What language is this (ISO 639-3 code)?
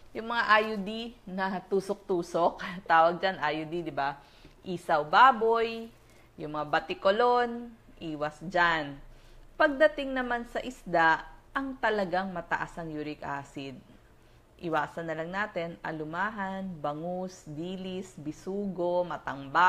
fil